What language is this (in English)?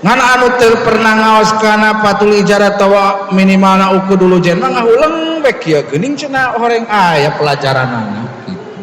Sundanese